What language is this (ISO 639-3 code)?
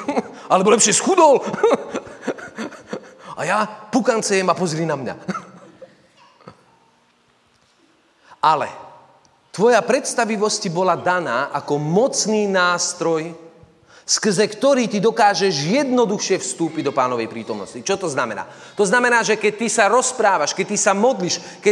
slk